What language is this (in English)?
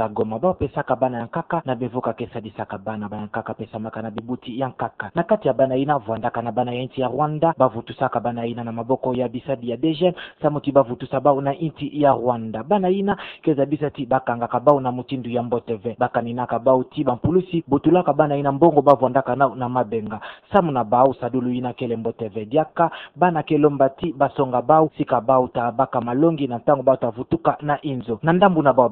Kituba (Democratic Republic of Congo)